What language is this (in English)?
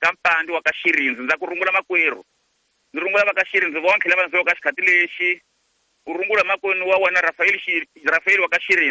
Tsonga